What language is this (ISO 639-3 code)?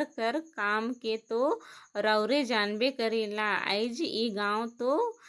kru